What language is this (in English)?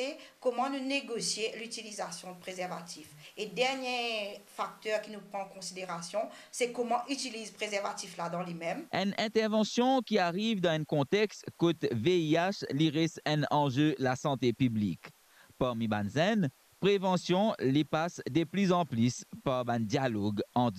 Morisyen